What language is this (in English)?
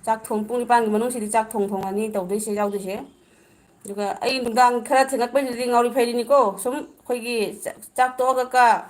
Manipuri